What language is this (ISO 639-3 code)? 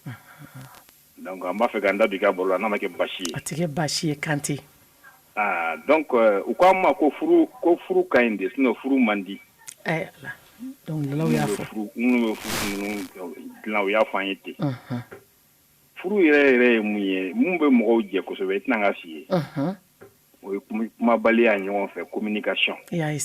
bam